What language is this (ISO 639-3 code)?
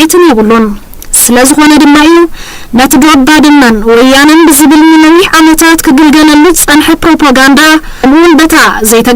tir